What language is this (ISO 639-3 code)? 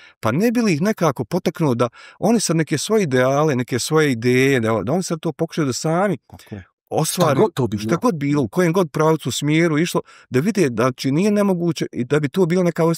bos